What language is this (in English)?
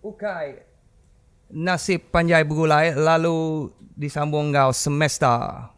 Iban